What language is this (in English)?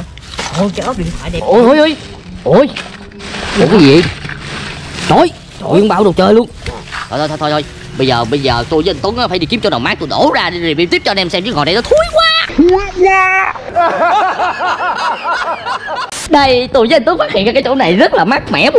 Vietnamese